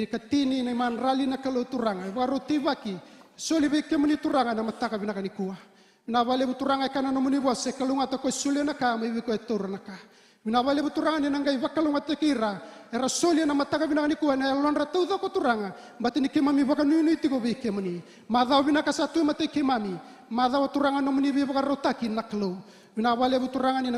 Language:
Fijian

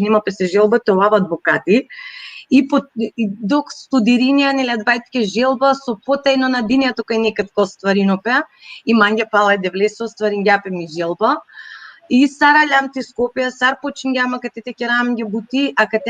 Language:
Balkan Romani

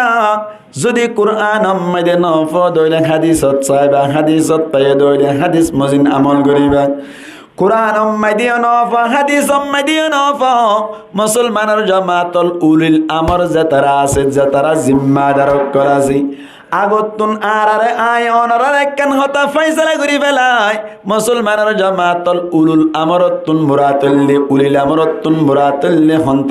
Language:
Rohingya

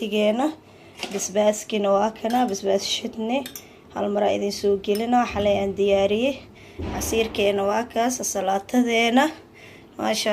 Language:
Somali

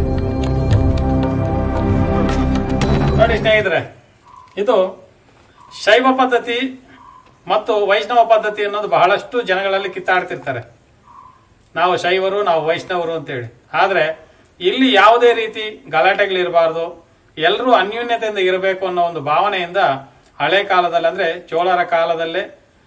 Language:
Kannada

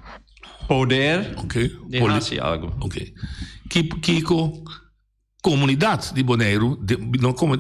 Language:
Papiamento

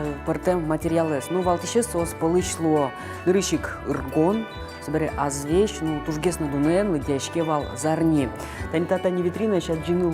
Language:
Udmurt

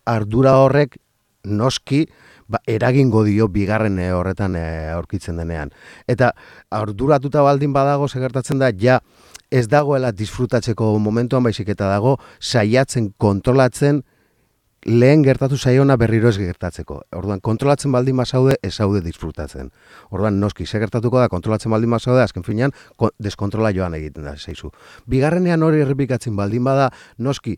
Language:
Basque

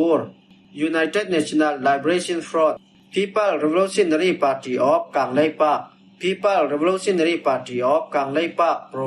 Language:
Falam Chin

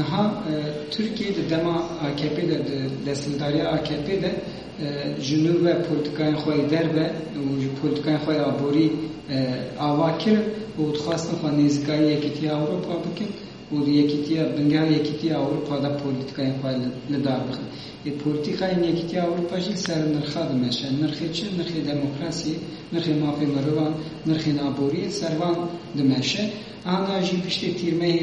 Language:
Kurdish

